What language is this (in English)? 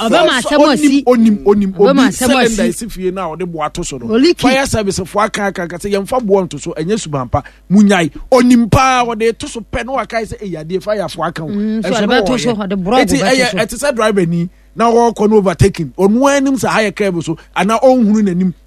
Akan